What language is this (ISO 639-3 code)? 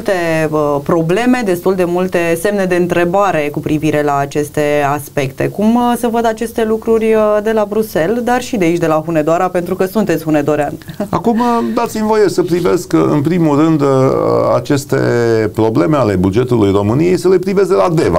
ron